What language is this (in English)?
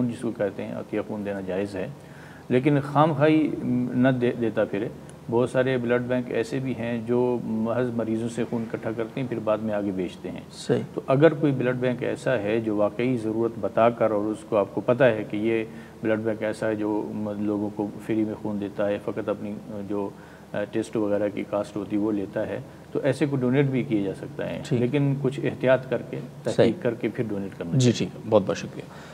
Urdu